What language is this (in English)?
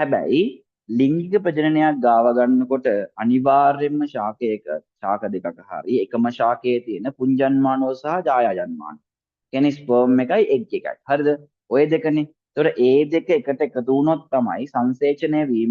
Sinhala